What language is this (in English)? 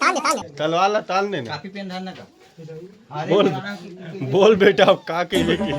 Chhattisgarhi